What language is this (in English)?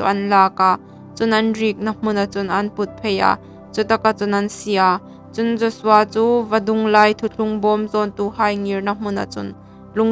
Hmar